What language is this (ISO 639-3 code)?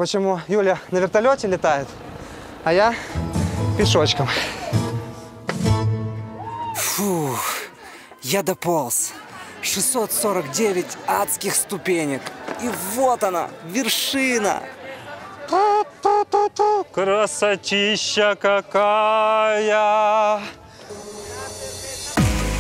rus